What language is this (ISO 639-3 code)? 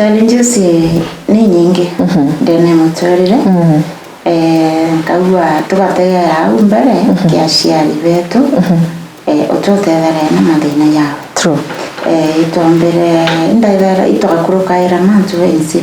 mer